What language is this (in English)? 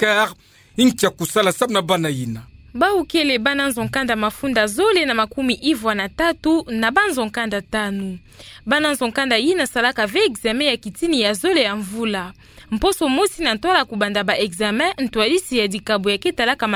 Kituba (Democratic Republic of Congo)